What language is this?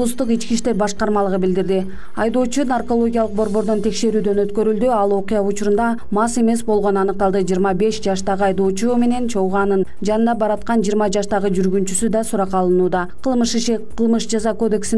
Kyrgyz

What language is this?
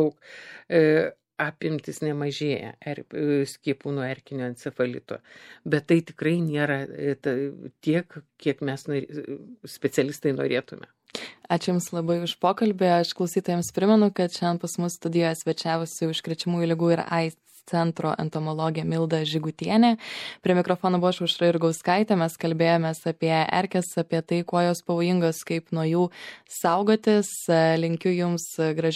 Lithuanian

